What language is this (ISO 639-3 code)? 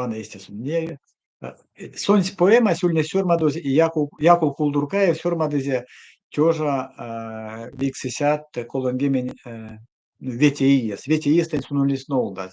myv